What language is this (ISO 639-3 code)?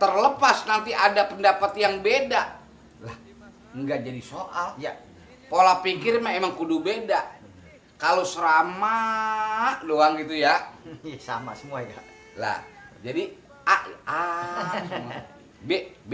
bew